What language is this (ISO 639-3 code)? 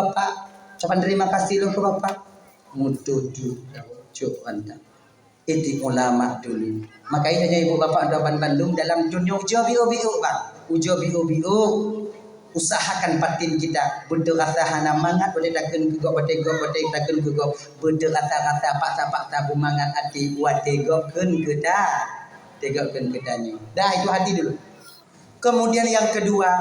ace